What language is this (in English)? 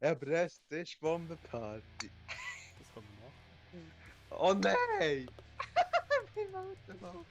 Swiss German